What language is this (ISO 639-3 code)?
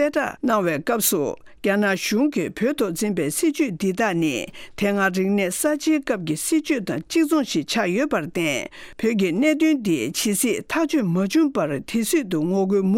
bod